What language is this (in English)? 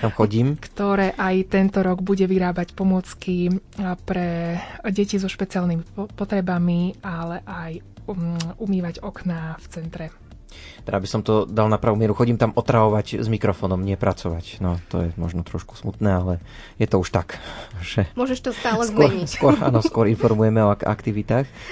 Slovak